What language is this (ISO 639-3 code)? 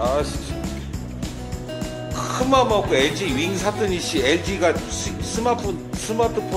kor